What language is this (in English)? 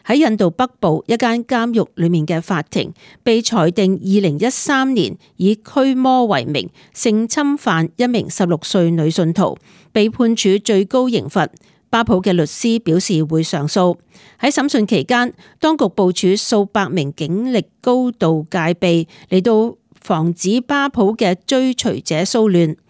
Cantonese